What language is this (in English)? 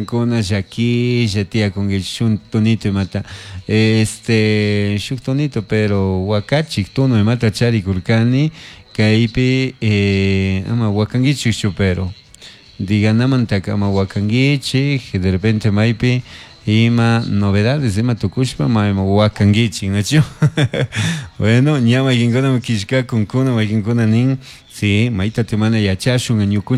Chimborazo Highland Quichua